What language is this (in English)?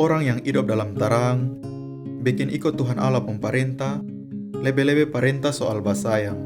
Kupang Malay